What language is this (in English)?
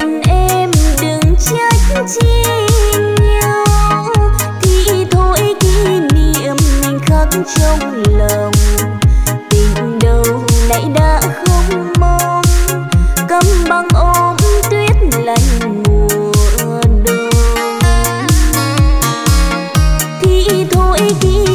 Vietnamese